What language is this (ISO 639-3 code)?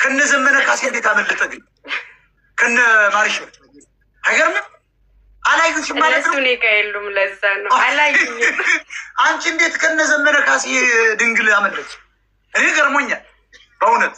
amh